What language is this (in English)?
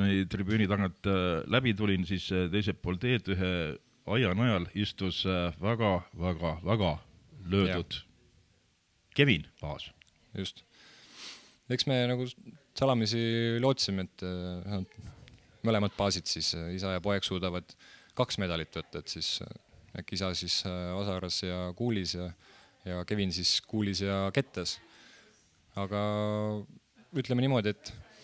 Estonian